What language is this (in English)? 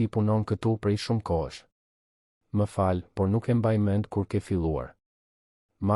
Albanian